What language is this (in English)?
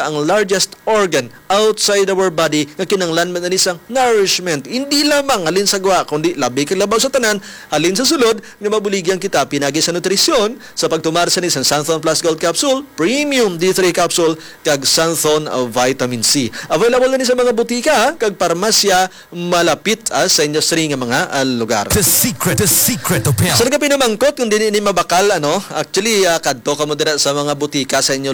Hiligaynon